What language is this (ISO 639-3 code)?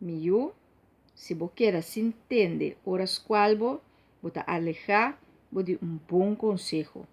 pap